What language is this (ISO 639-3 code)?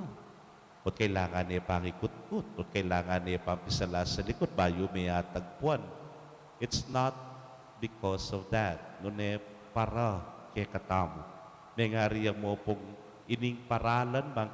pam